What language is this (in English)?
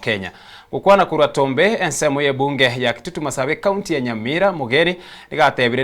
Gusii